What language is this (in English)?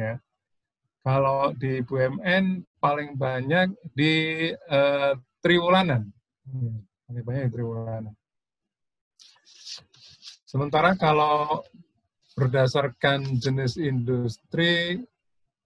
Indonesian